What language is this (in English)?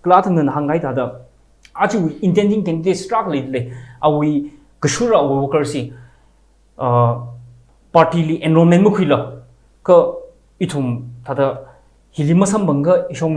Tangkhul Naga (India)